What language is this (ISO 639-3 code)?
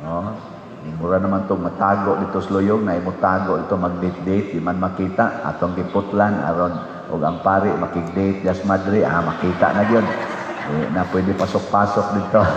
ceb